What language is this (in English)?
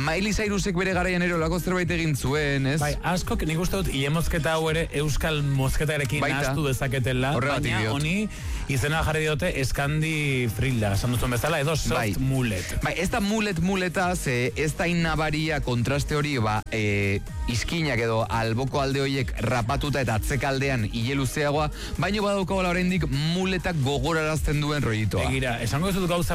Basque